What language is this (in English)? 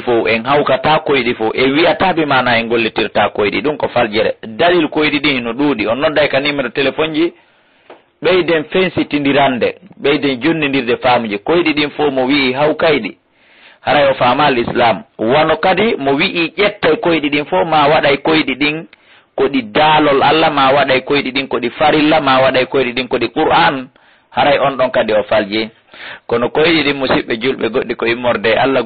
Fula